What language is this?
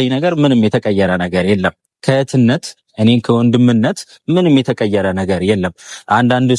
Amharic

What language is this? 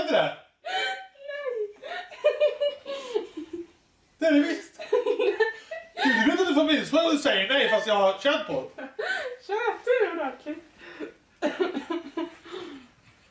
Swedish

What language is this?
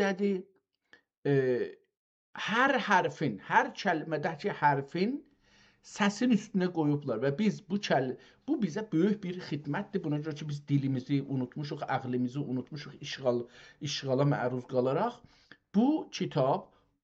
South Azerbaijani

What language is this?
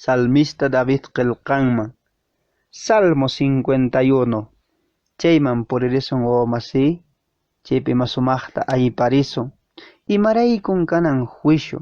Quechua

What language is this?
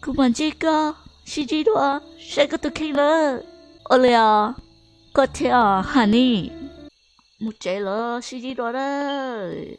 Hmong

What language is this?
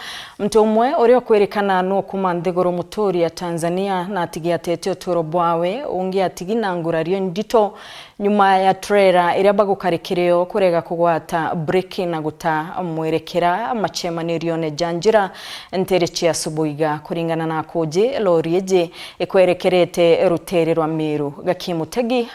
Meru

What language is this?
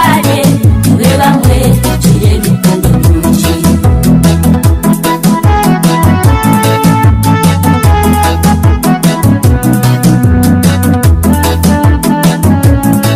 Kinyarwanda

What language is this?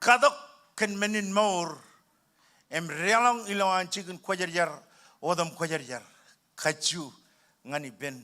Marshallese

